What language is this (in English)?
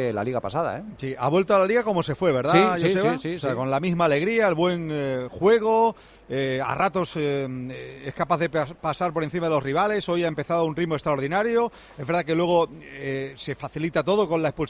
Spanish